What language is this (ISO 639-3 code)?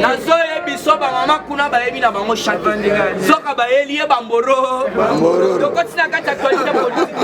lin